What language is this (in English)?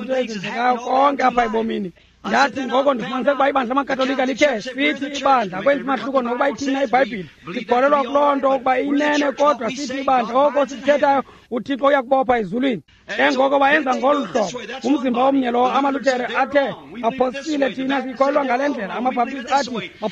Xhosa